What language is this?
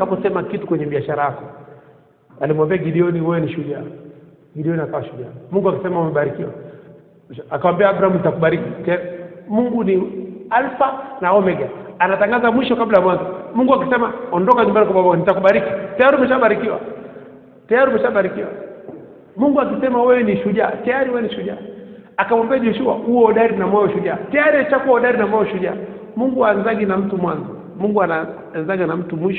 Swahili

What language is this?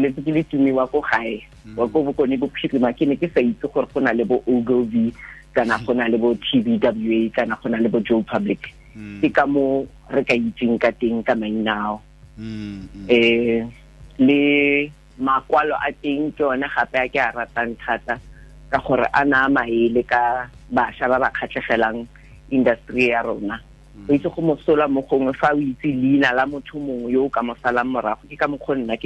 Tswana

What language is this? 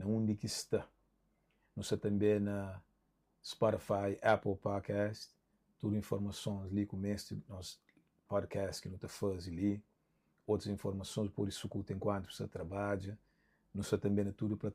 Kabuverdianu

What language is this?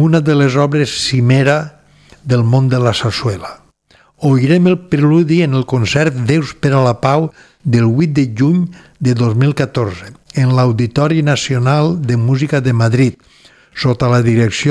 Catalan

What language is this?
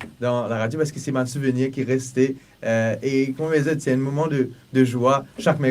Morisyen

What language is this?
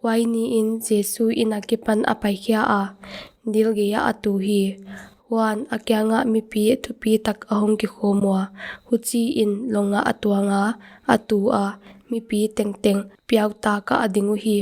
Paite Chin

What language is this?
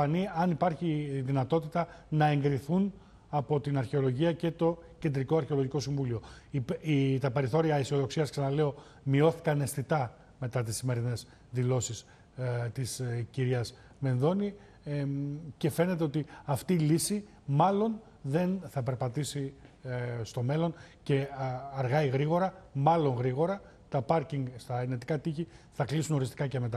Greek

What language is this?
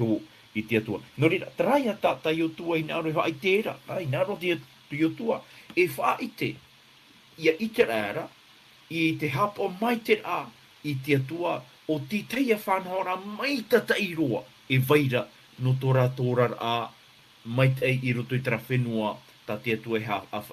Tahitian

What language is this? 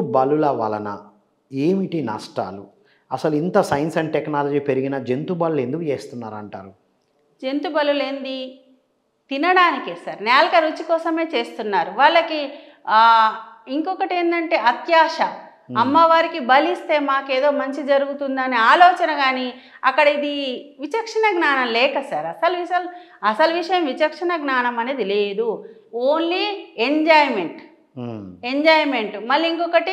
Telugu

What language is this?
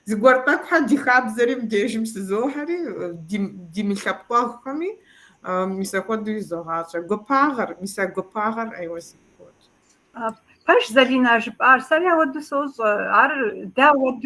Kabardian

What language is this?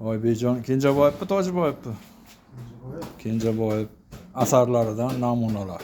Uzbek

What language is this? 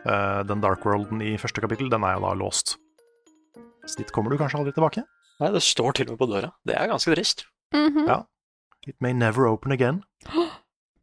Norwegian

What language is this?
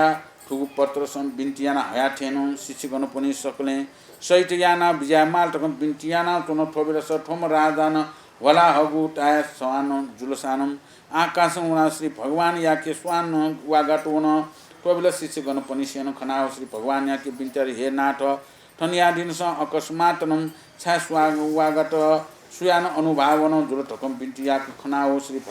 Newari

